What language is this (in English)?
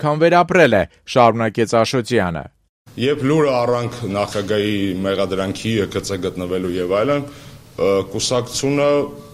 Armenian